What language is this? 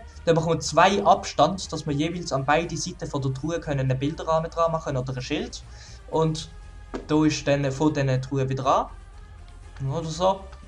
Swiss German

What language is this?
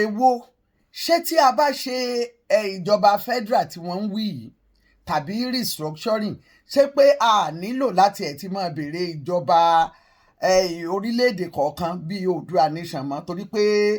Yoruba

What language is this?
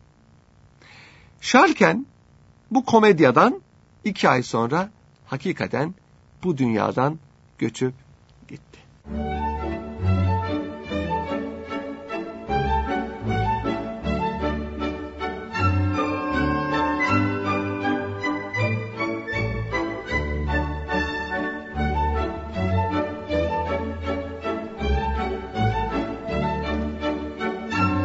Turkish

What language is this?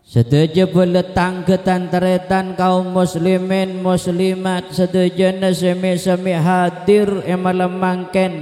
Madurese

